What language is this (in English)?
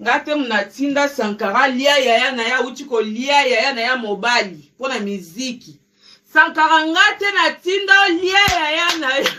Lingala